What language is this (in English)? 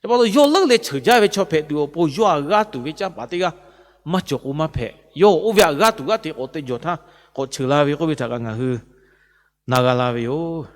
Lahu